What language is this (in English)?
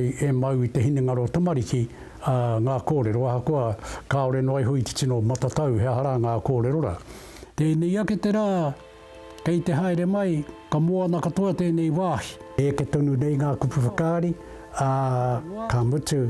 Māori